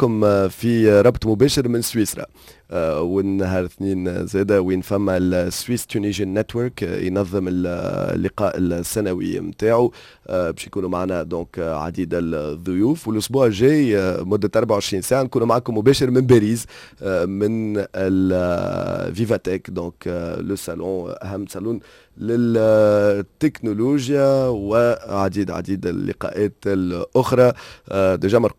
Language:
Tunisian Arabic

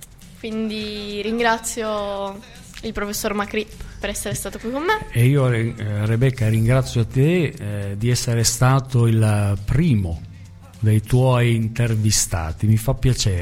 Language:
Italian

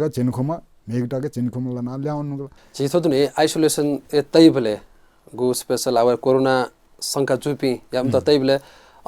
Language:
Newari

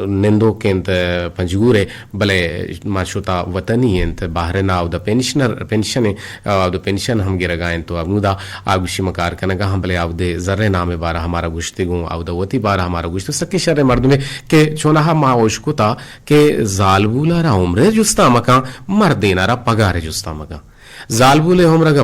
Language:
Eastern Balochi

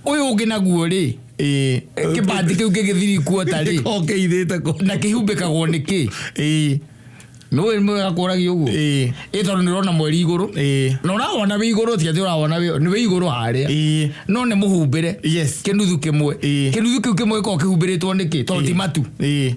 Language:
Kikuyu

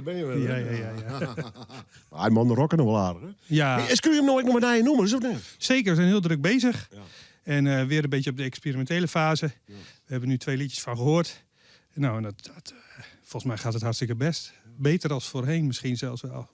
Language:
Western Frisian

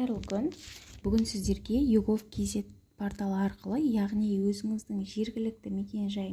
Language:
Kazakh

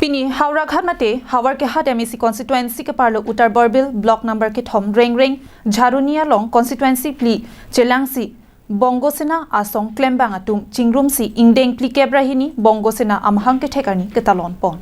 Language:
Karbi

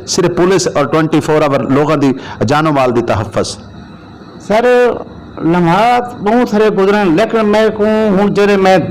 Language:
Saraiki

